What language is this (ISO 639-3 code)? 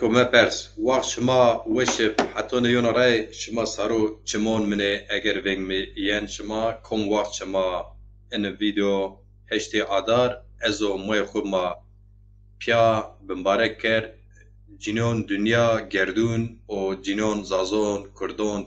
zza